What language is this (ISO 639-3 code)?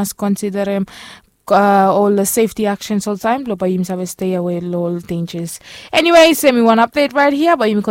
bis